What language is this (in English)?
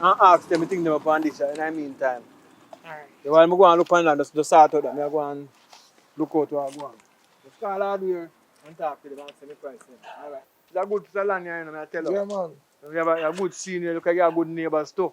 Jamaican Creole English